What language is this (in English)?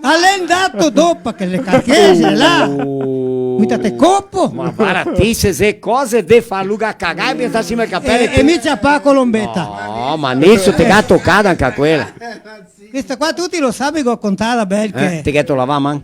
Venetian